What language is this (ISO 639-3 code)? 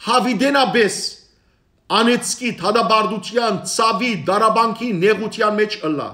hyw